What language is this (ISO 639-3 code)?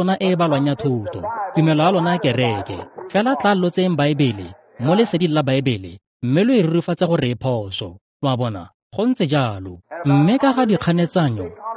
tsn